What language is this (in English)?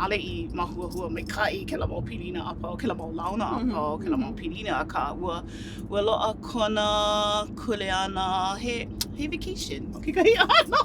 Hawaiian